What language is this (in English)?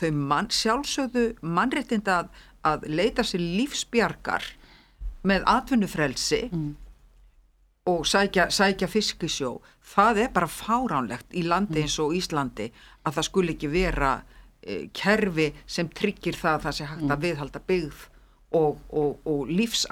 Icelandic